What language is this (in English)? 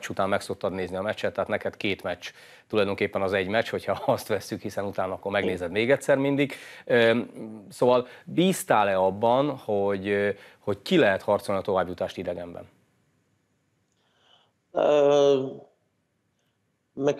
Hungarian